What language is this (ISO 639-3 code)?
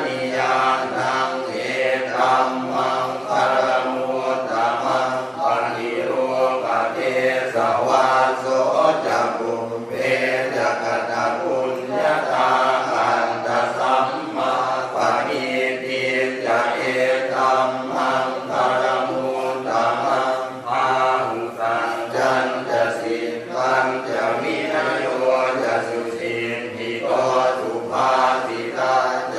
pli